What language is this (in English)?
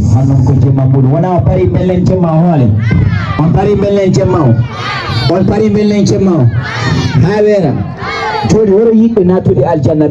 Fula